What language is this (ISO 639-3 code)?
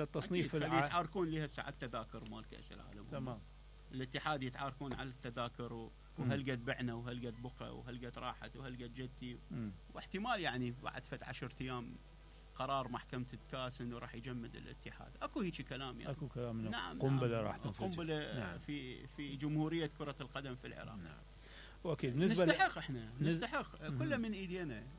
acm